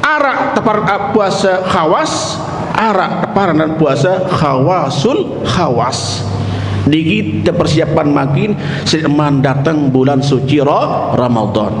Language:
Sasak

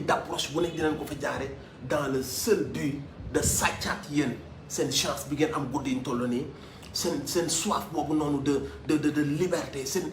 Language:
Wolof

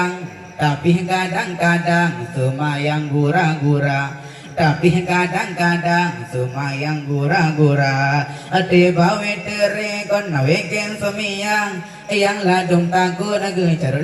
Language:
Achinese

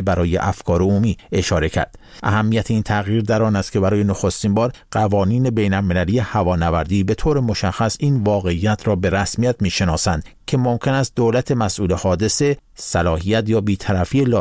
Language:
Persian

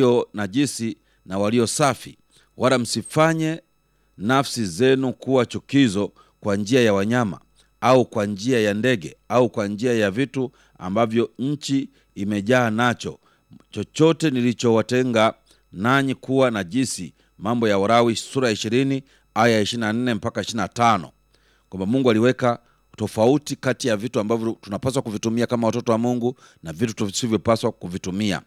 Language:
Swahili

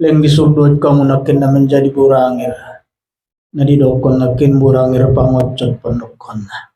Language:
Batak Toba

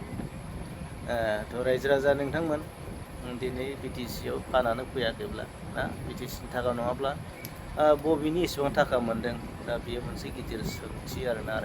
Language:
Bodo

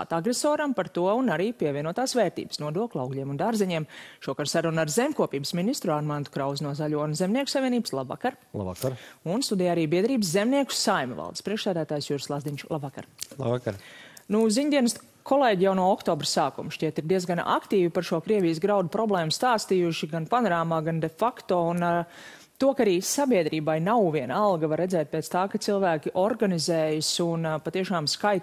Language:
Latvian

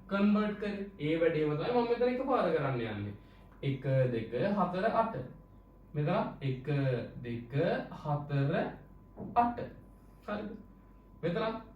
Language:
Sinhala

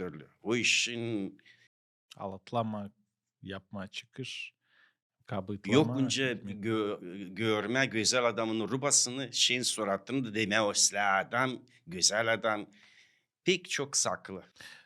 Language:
Gagauz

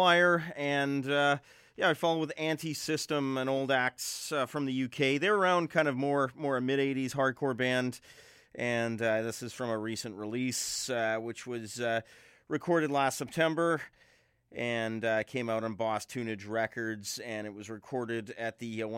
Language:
English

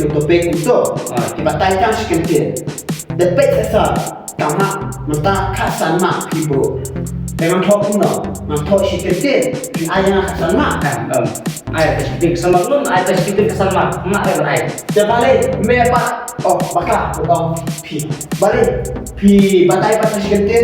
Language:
Khasi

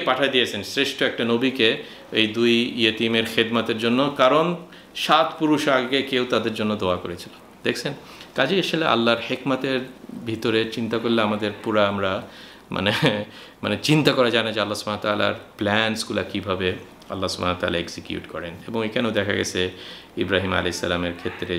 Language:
Bangla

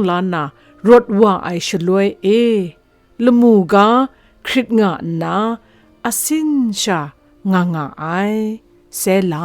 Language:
Kachin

